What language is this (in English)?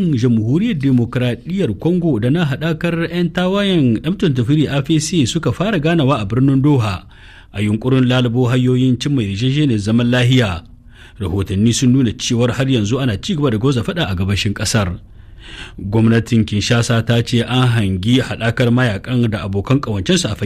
Hausa